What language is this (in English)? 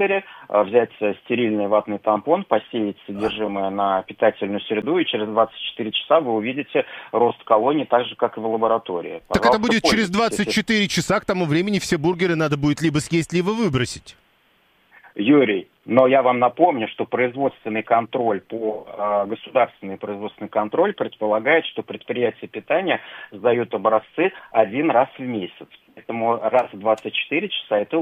Russian